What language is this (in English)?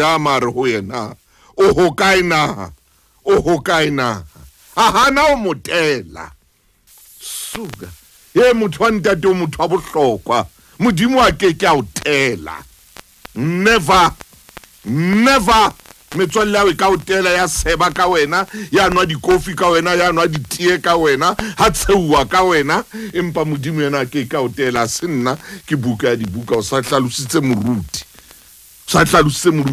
Southern Sotho